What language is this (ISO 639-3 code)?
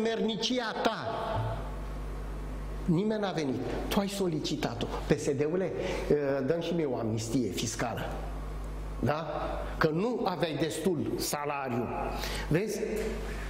ron